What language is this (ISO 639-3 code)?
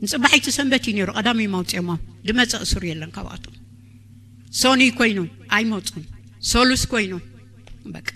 tir